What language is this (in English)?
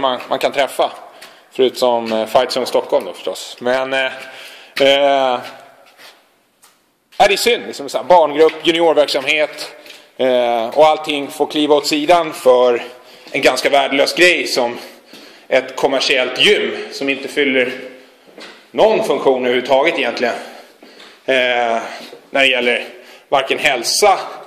Swedish